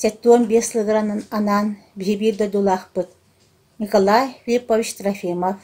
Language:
Yakut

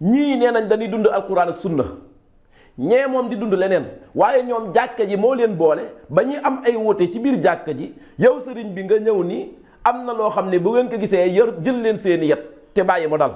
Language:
Wolof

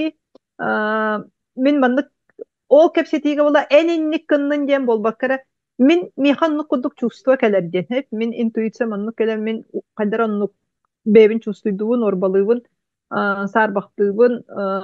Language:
Yakut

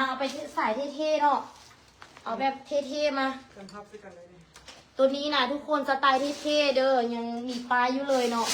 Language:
Lao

